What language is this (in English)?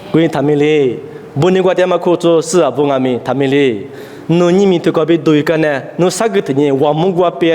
Lisu